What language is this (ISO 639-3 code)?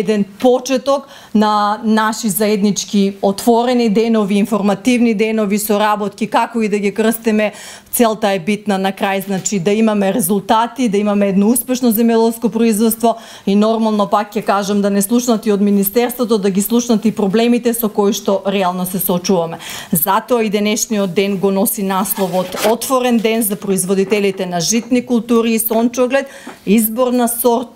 mkd